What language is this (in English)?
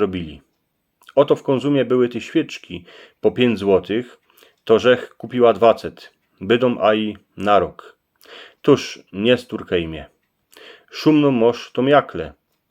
Silesian